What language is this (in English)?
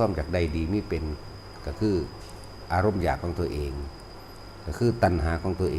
Lao